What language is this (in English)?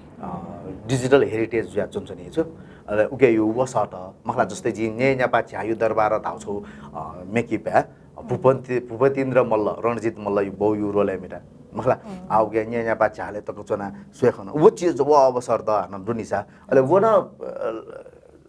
Newari